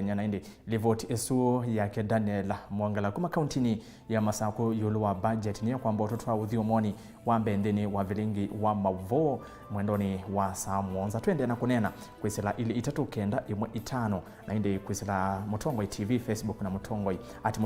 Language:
Kamba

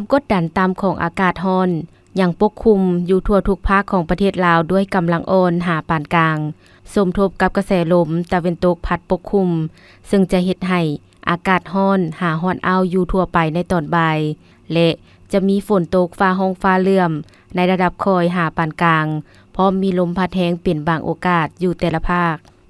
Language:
Lao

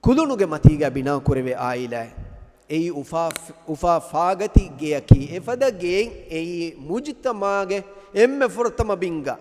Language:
Divehi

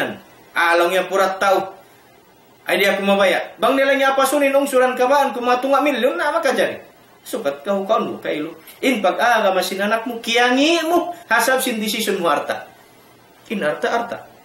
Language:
Tausug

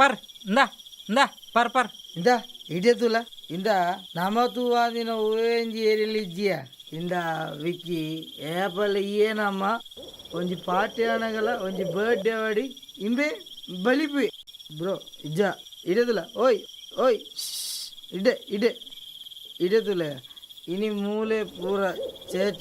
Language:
Tulu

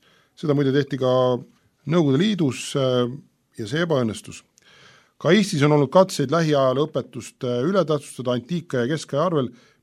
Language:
Estonian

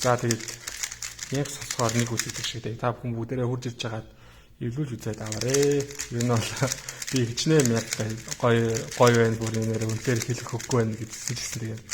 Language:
Mongolian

